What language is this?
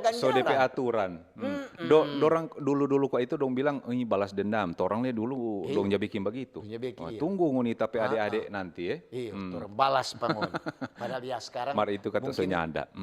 Manado Malay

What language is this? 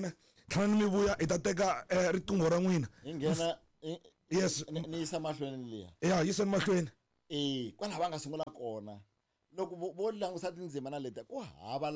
Tsonga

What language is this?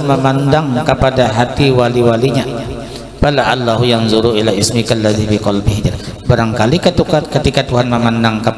Banjar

